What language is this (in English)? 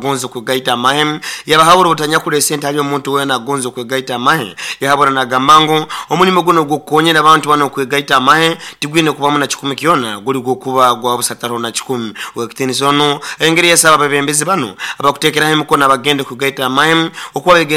Nyoro